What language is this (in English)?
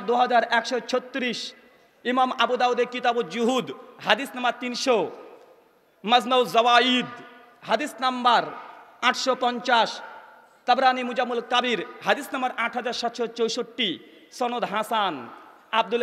Bangla